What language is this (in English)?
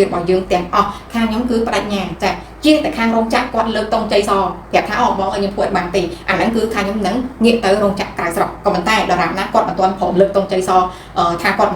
Khmer